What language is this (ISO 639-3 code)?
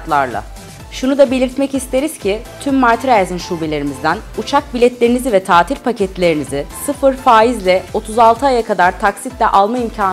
tur